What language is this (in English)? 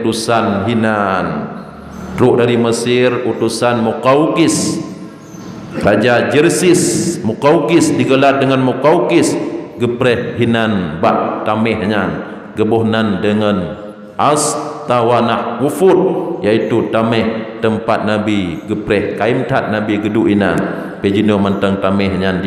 Achinese